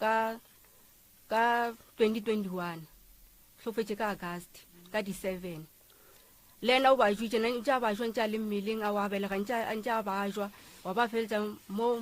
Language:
Northern Sotho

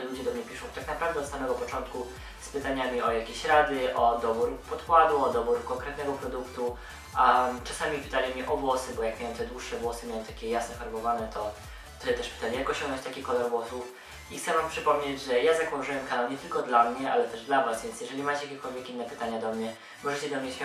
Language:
Polish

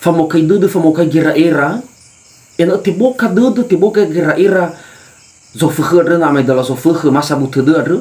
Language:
Nias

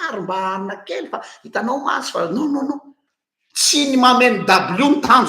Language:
Malagasy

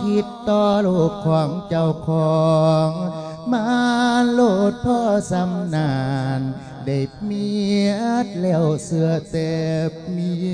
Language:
Lao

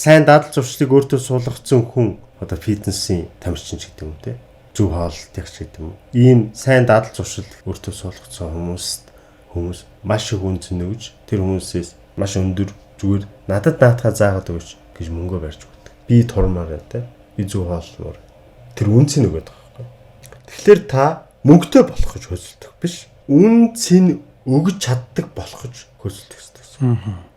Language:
Mongolian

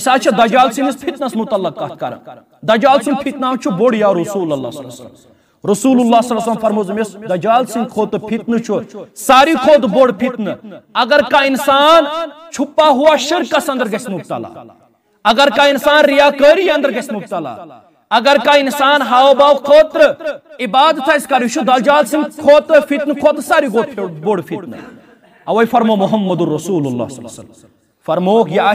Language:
Kashmiri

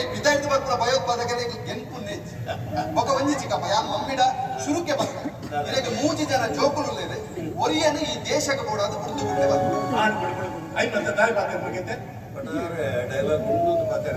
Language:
Tulu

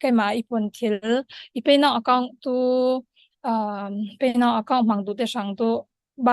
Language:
Falam Chin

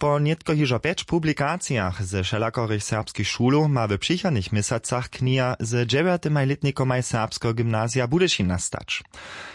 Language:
Upper Sorbian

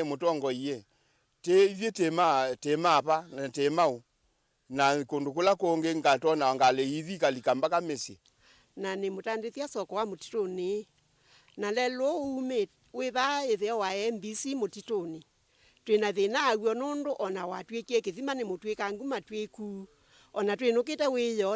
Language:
Kamba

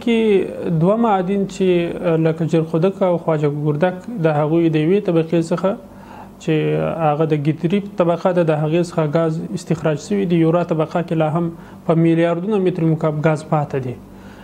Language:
Pashto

